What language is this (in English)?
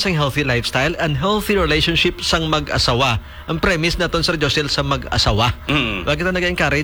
Hiligaynon